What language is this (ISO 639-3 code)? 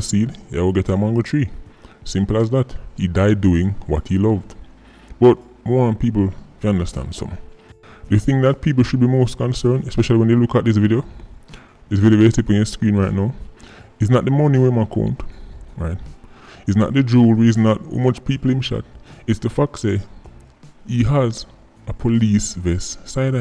jam